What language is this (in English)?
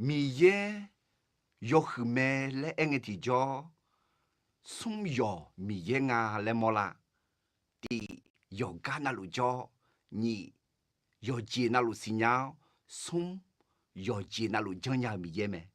Akha